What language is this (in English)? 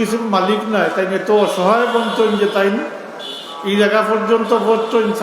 Sylheti